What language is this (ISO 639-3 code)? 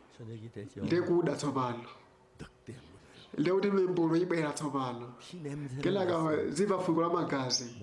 nya